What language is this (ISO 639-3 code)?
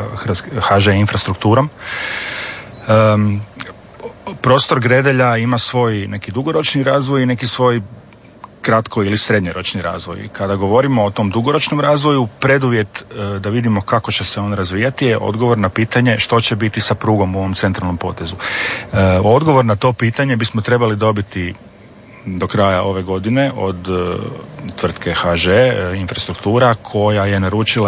hrv